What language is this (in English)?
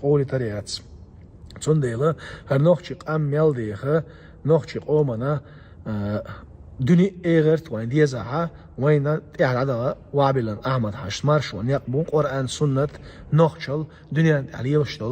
Chechen